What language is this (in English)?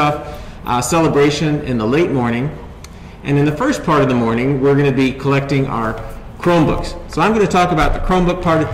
English